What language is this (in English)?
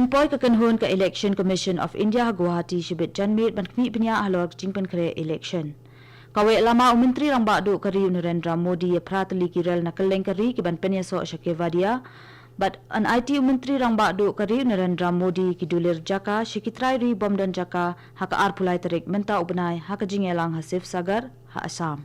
Khasi